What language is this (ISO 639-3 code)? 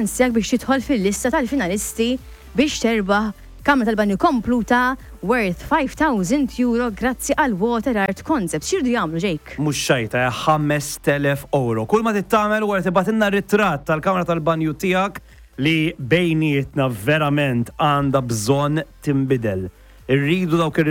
mlt